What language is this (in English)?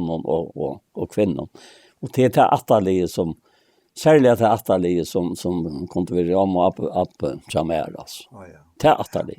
Faroese